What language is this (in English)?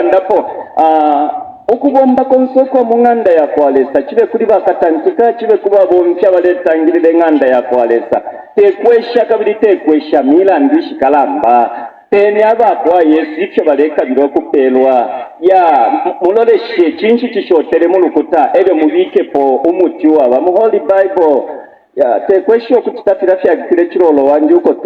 Bemba